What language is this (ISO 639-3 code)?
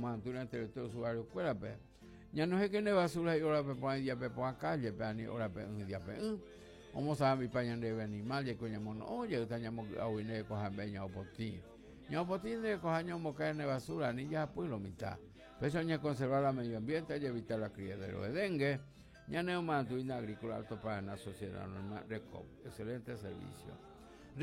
grn